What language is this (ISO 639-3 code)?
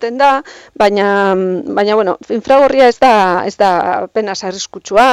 eus